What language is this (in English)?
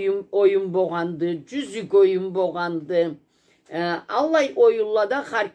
Karachay-Balkar